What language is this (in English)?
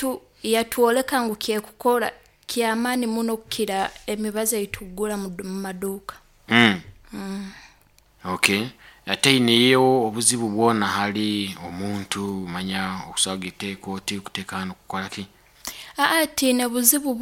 Nyoro